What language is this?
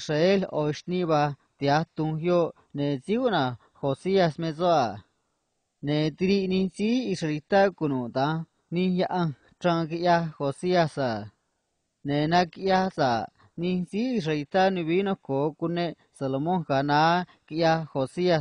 Copala Triqui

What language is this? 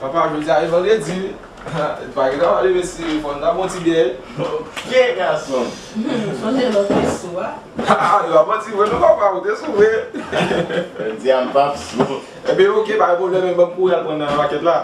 Haitian Creole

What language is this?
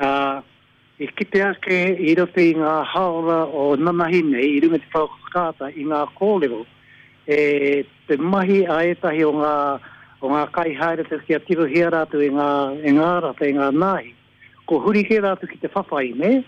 Māori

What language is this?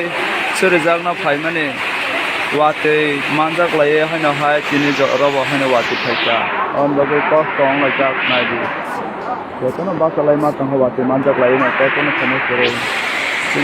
Kok Borok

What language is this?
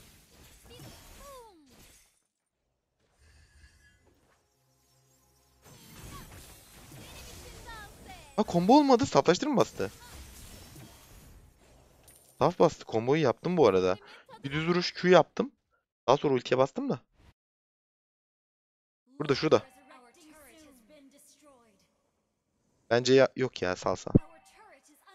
Turkish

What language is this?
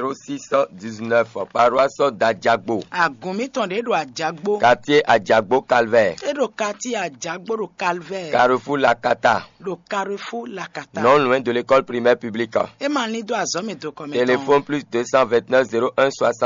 Fon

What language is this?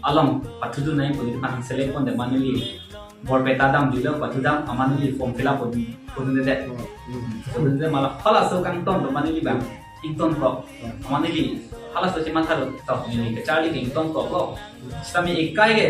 Karbi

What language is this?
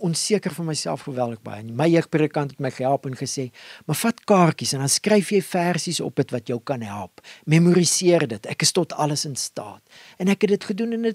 Afrikaans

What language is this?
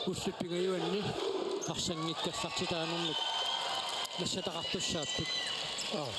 Kalaallisut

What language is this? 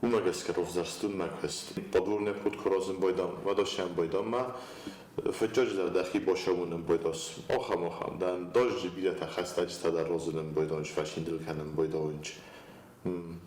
Ossetic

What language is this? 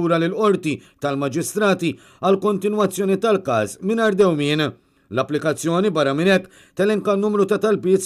Maltese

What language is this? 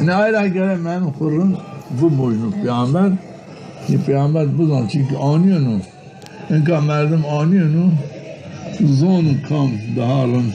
Zaza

